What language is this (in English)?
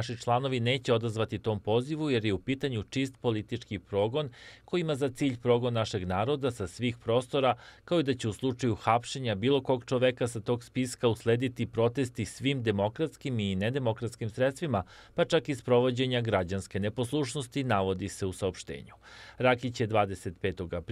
Serbian